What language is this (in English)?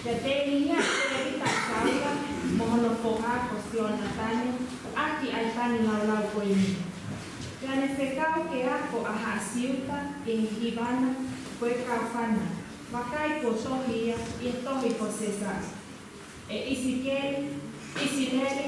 Tongan